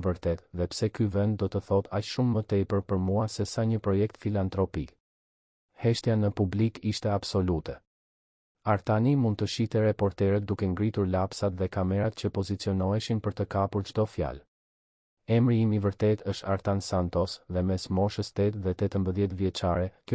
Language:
Albanian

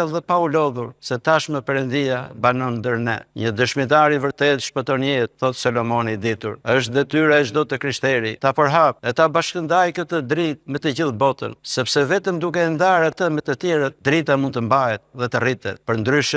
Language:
Albanian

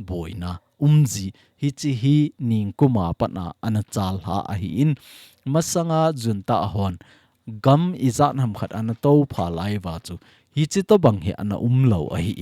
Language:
Thado Chin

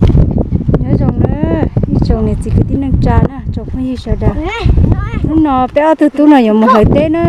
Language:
Hmong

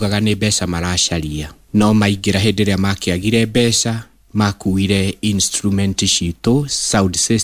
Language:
Kikuyu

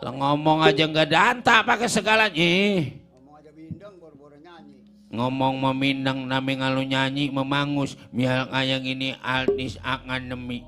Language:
Betawi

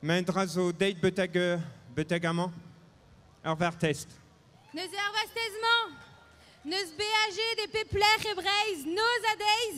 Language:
Breton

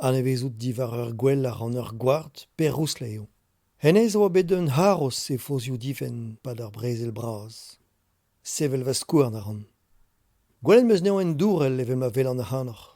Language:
Breton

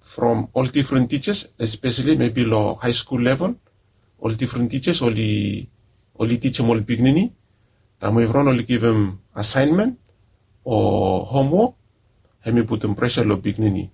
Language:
Bislama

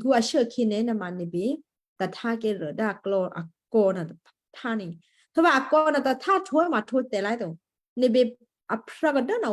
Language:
Western Kayah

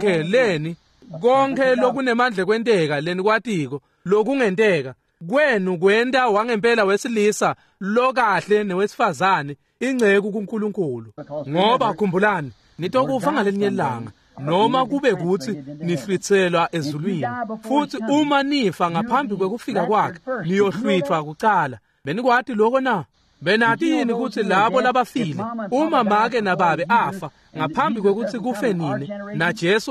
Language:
Swati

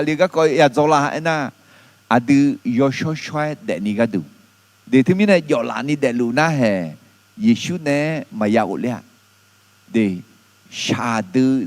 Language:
Akha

